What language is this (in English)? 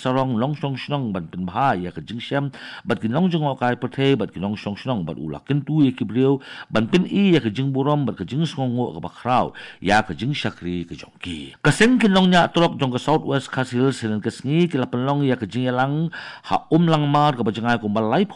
Khasi